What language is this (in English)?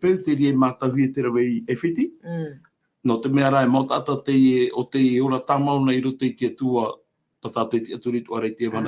Tahitian